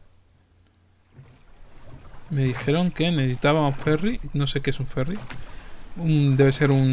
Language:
Spanish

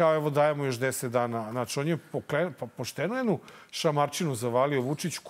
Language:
Serbian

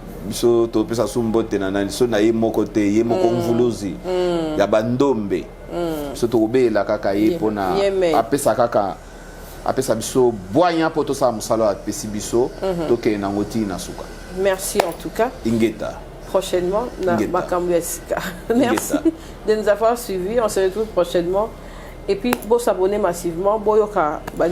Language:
Lingala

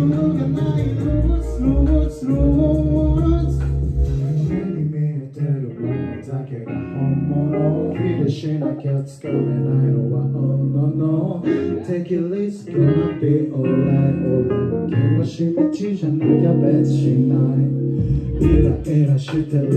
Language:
Japanese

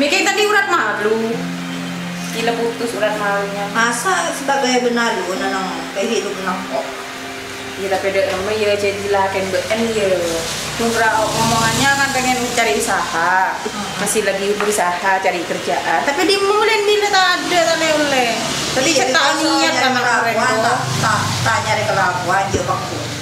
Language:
Madurese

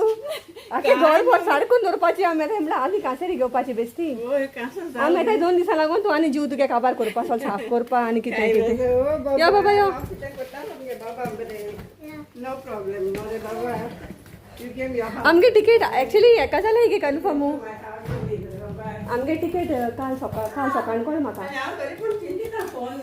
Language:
Konkani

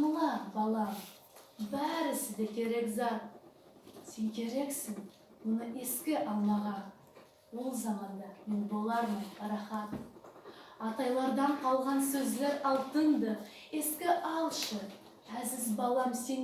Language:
Nogai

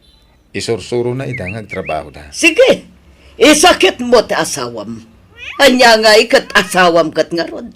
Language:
Iloko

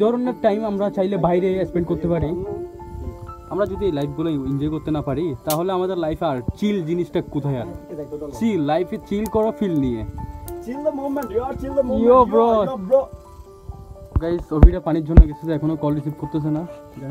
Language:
Bangla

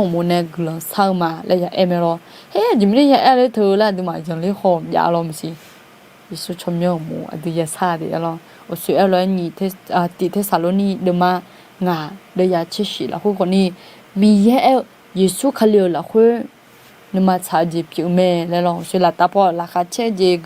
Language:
Akha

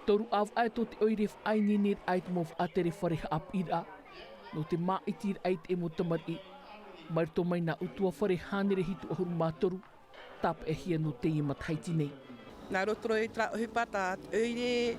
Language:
Tahitian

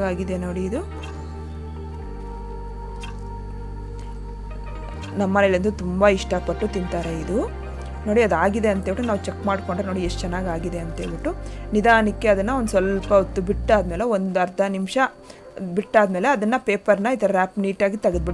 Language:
Kannada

